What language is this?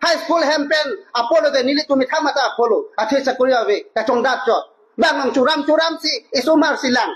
Karbi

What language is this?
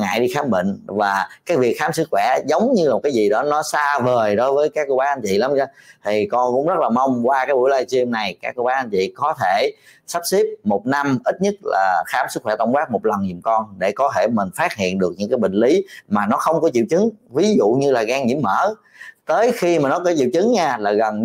Vietnamese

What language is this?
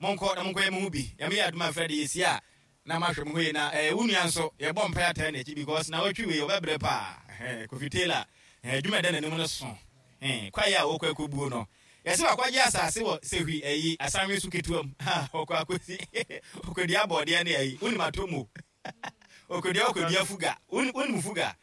Akan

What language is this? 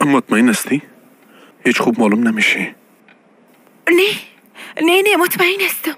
Persian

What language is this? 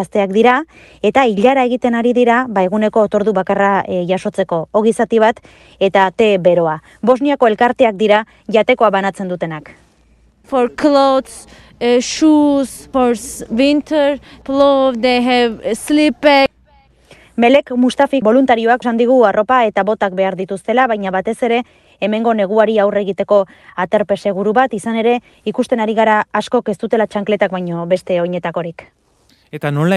Basque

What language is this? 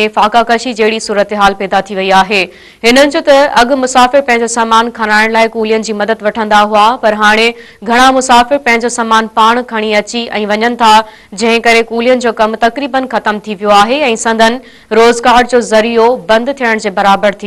Sindhi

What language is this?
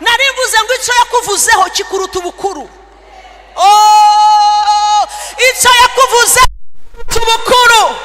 Kinyarwanda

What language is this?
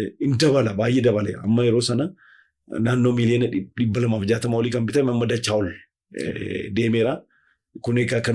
Oromo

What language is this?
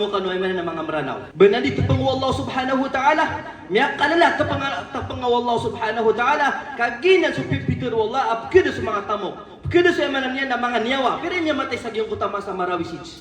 Maranao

